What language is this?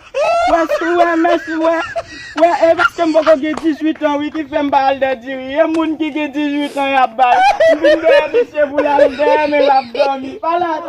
Haitian Creole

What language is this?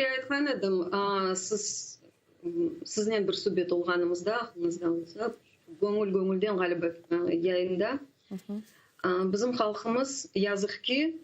Crimean Tatar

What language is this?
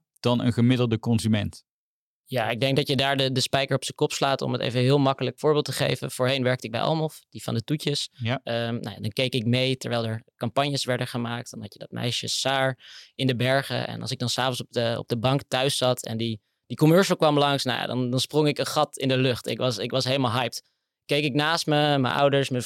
Dutch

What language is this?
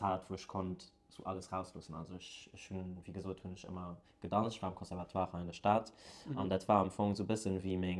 Luxembourgish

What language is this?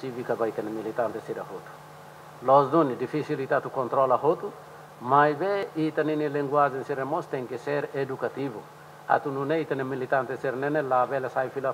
Tetum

